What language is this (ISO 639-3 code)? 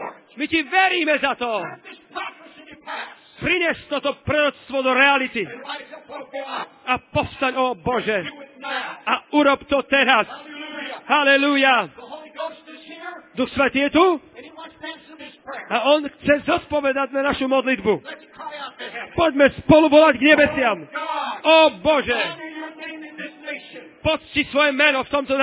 slk